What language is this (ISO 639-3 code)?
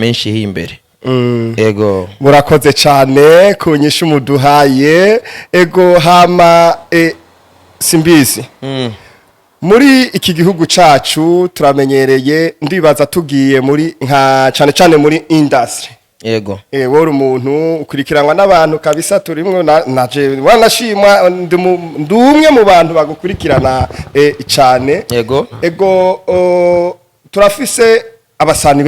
run